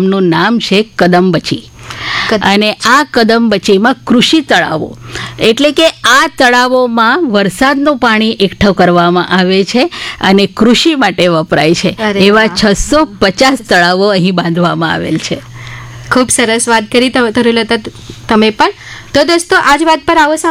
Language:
Gujarati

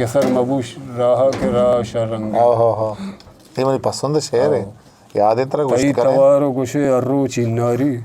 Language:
Eastern Balochi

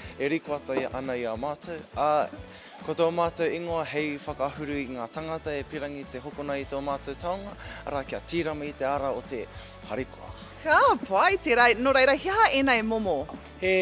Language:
Māori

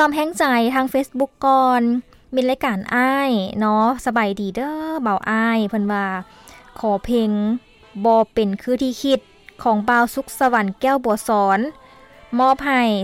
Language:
Lao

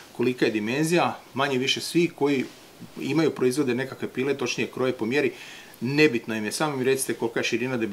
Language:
Croatian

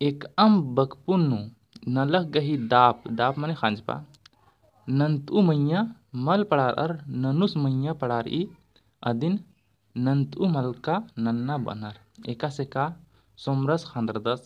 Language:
Kurukh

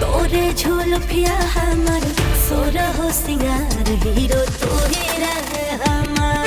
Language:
Magahi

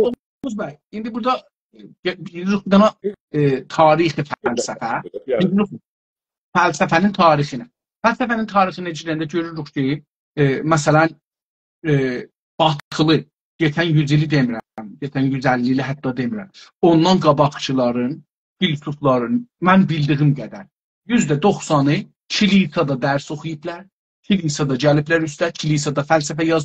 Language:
South Azerbaijani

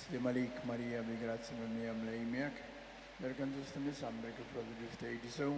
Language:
Maltese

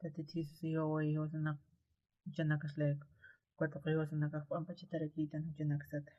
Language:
Aymara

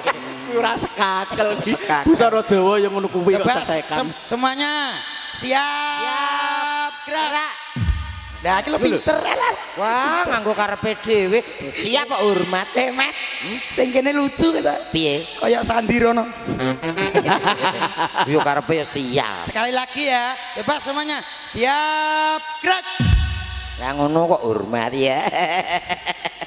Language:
Javanese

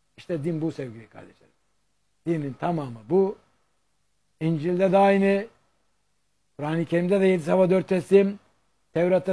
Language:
Turkish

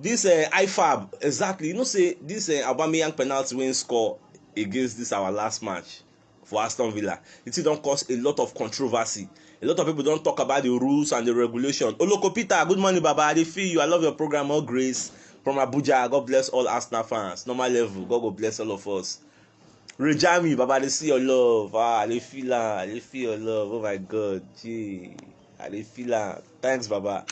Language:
Nigerian Pidgin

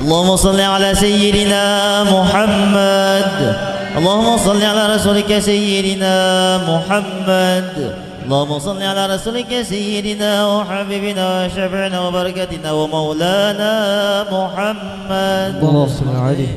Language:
Banjar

